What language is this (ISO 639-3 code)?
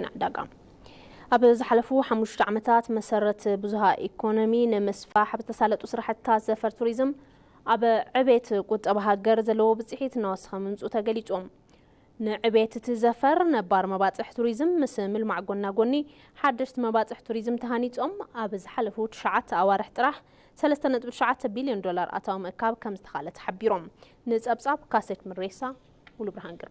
tir